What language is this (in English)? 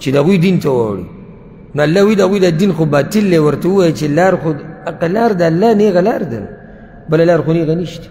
Pashto